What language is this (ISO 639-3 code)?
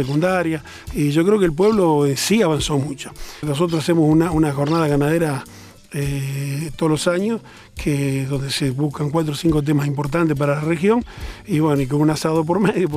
spa